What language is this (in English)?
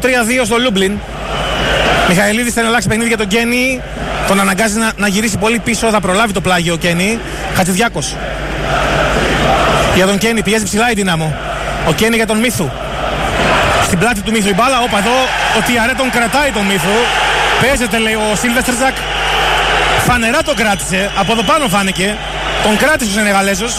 Greek